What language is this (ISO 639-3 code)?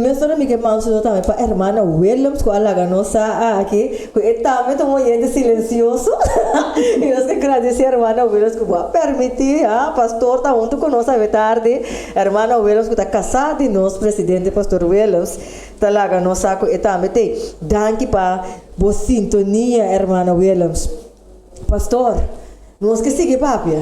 pap